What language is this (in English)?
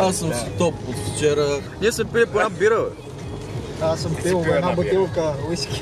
Bulgarian